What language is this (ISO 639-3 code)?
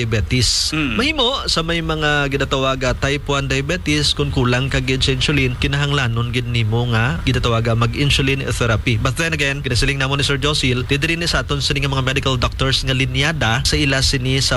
hil